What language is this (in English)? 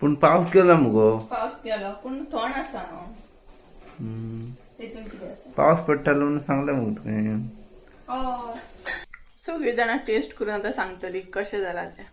Konkani